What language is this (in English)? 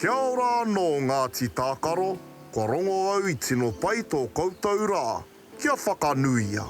Māori